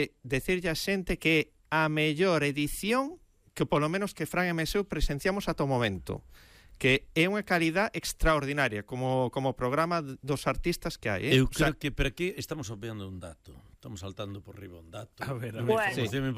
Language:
Galician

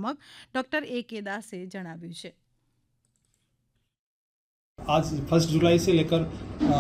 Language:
Gujarati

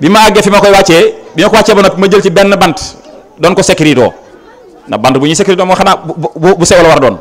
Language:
Wolof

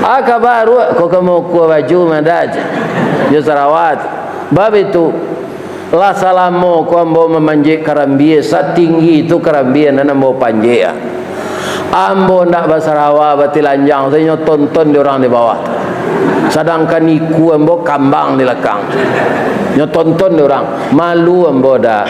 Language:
Minangkabau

